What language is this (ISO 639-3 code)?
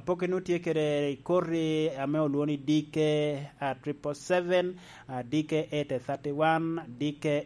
laj